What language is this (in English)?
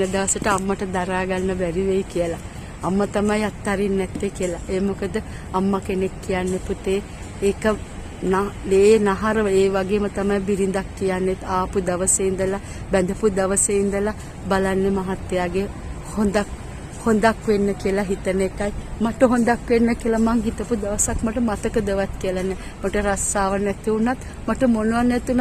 Sinhala